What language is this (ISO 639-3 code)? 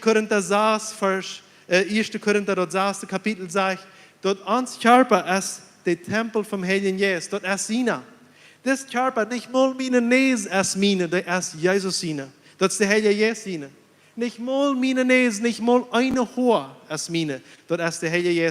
pdt